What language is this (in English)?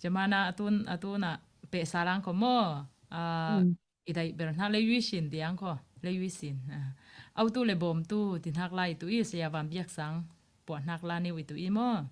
Falam Chin